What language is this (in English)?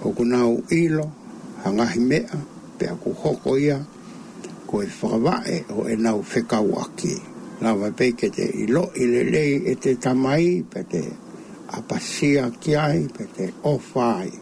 Tongan